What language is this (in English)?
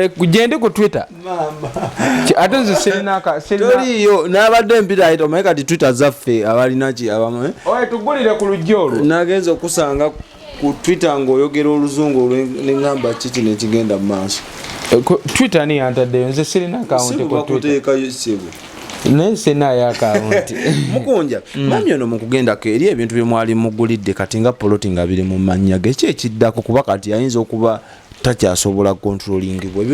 Ganda